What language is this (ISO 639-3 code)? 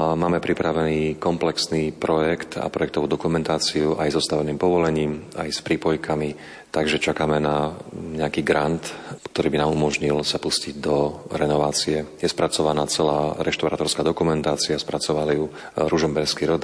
slk